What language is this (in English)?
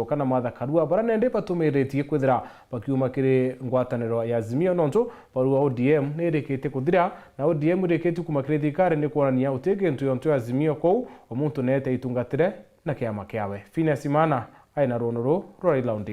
Meru